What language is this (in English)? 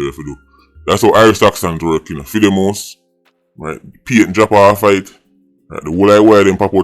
Jamaican Creole English